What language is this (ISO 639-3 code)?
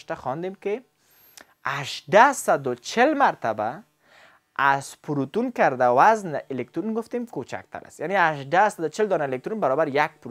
fas